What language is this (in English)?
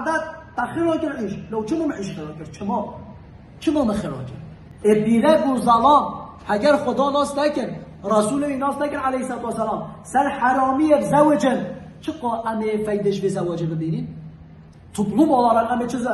Kurdish